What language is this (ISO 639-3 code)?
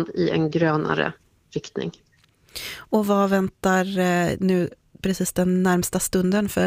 swe